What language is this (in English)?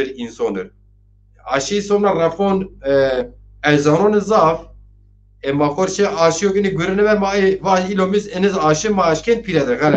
Zaza